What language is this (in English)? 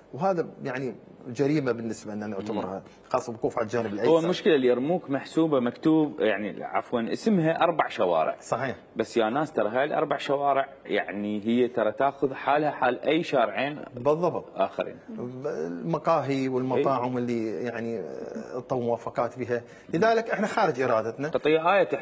Mesopotamian Arabic